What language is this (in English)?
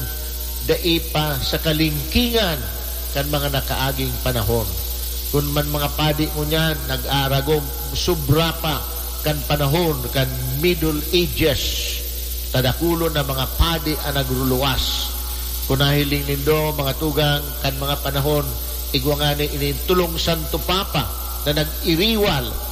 Bikol